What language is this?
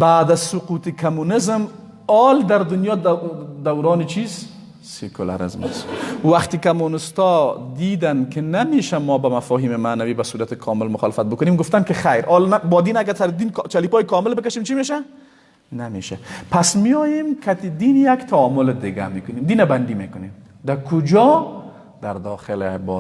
Persian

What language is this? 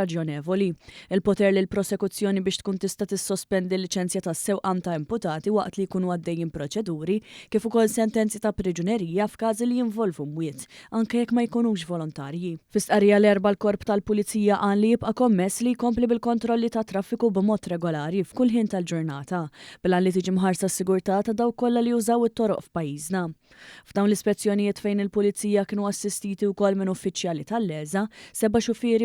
Maltese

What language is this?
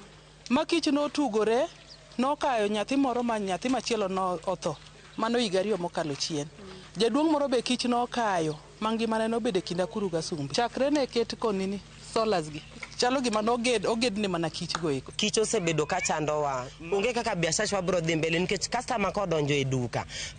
Luo (Kenya and Tanzania)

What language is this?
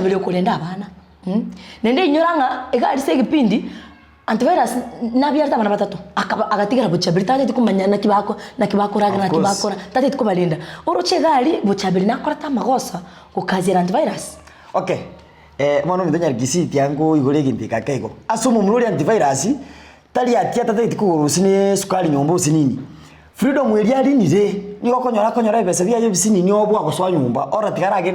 Gusii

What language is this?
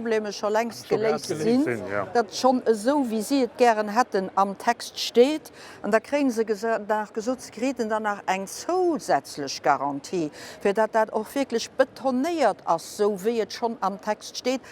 Luxembourgish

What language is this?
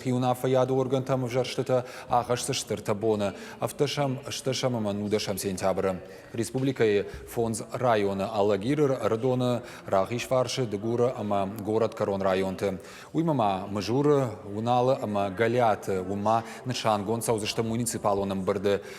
Ossetic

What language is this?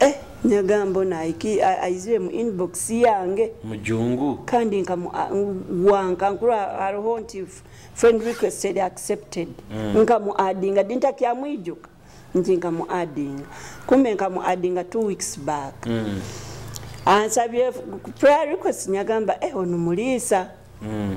Nyoro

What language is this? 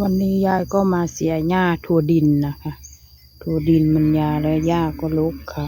Northeastern Thai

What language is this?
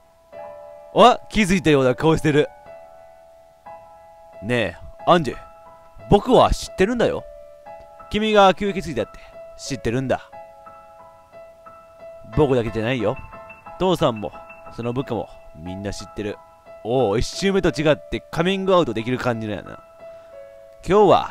Japanese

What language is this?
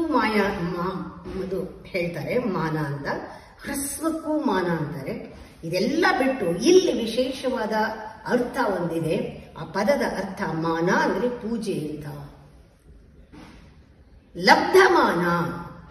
Kannada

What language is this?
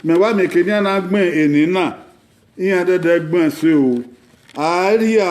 Bini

